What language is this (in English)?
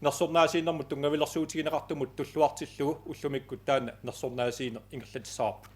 Kalaallisut